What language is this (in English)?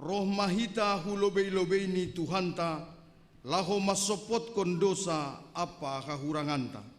Batak Simalungun